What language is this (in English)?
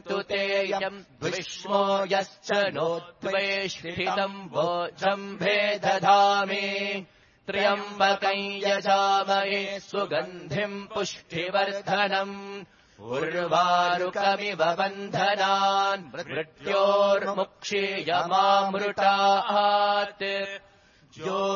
Sanskrit